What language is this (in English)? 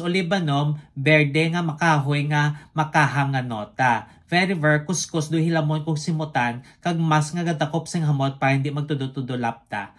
Hiligaynon